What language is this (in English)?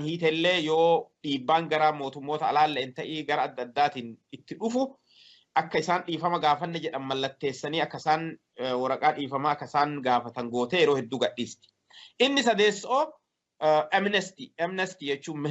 Oromo